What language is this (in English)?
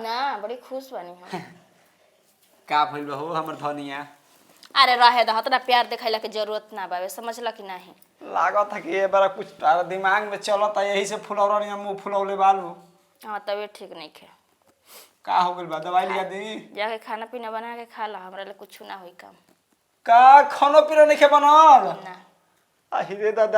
Bhojpuri